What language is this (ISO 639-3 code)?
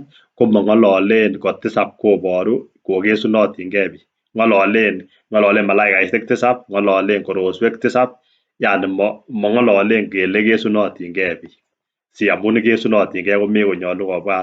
kln